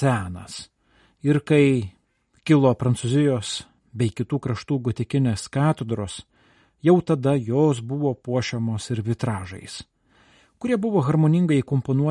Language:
Lithuanian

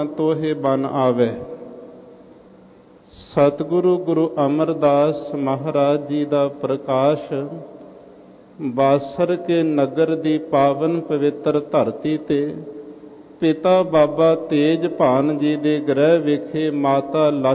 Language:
Punjabi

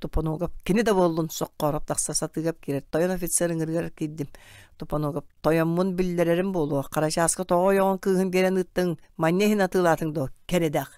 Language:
Yakut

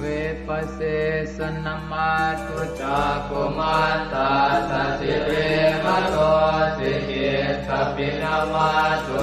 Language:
Pali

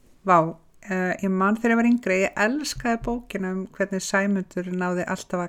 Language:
Icelandic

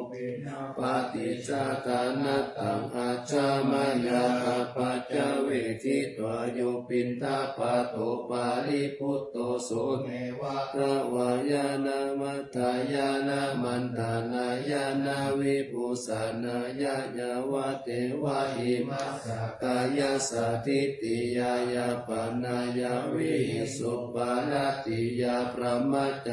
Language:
Pali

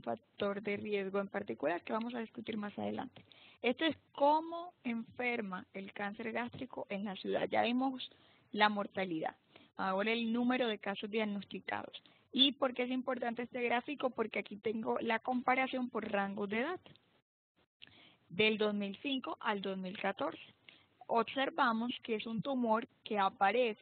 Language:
Spanish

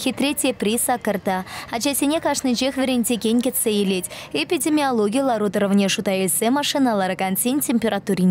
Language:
Chuvash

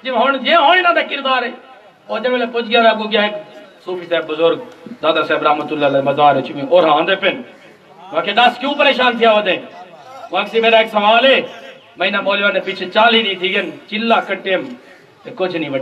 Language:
Saraiki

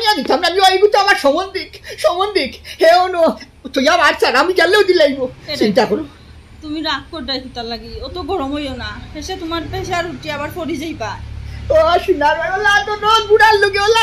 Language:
Sylheti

